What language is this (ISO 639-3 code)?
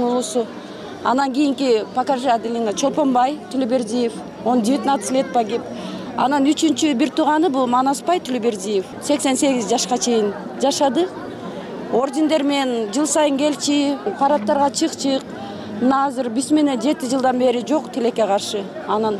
kir